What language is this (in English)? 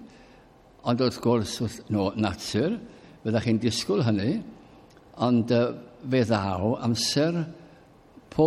Welsh